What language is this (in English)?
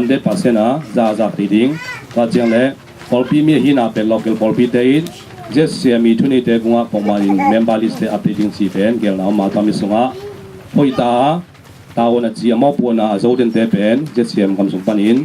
Tedim Chin